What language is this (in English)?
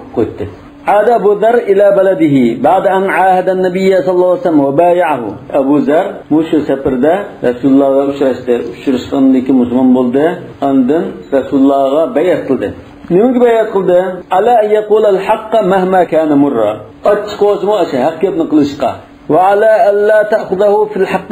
Uyghur